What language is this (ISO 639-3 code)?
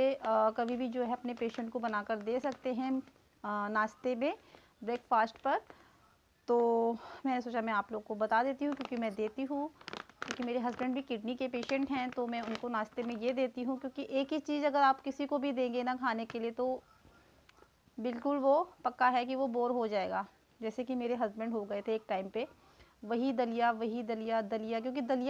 hin